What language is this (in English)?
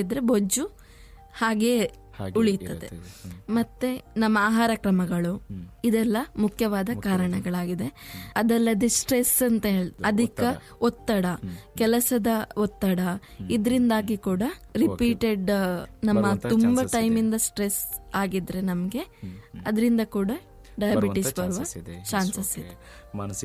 Kannada